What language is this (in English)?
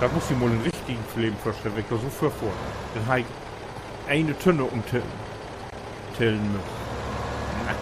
Low German